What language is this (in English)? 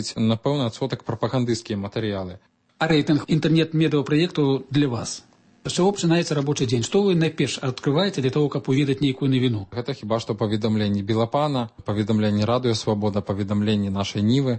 Belarusian